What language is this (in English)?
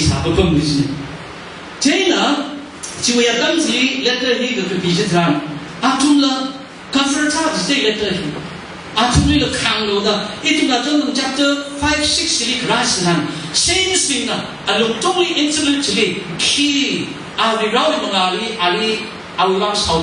Tangkhul Naga (India)